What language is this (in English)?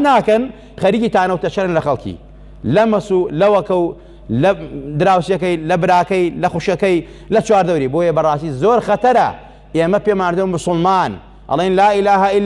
Central Kurdish